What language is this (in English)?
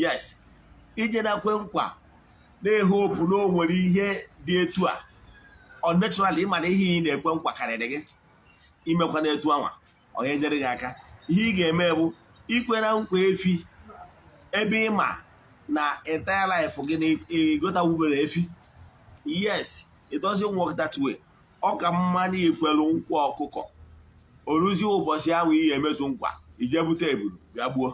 Igbo